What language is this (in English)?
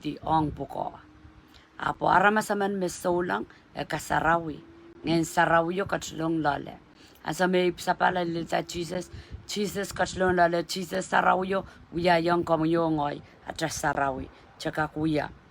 Pohnpeian